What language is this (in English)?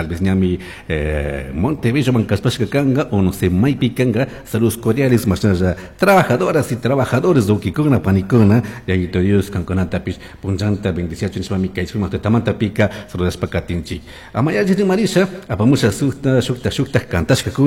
Chimborazo Highland Quichua